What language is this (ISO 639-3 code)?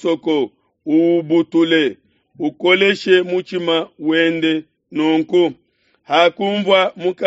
lua